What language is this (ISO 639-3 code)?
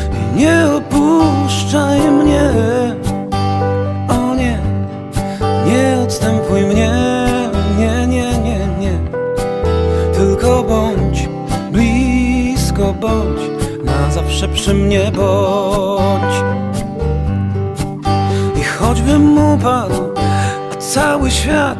pol